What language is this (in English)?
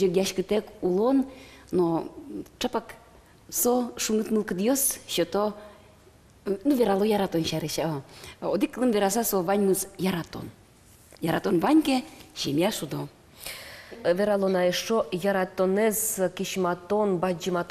Udmurt